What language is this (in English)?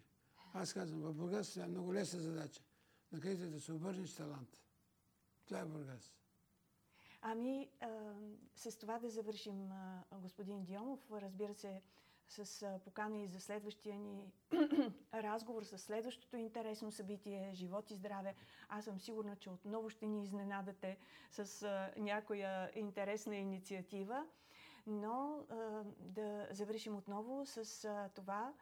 Bulgarian